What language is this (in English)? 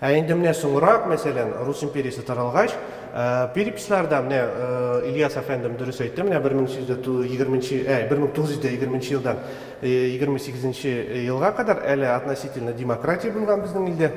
Tatar